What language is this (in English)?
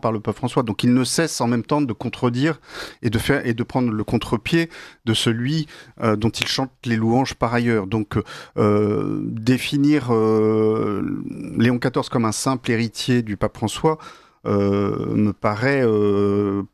French